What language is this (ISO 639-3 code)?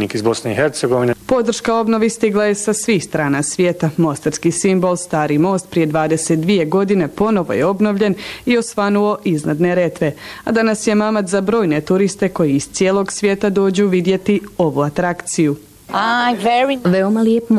bos